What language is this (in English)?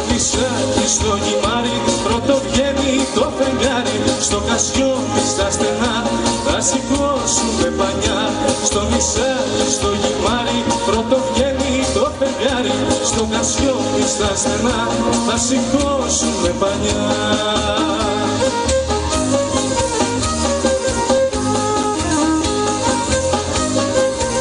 Greek